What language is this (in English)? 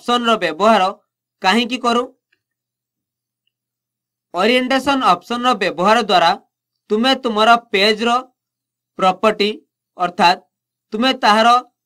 Odia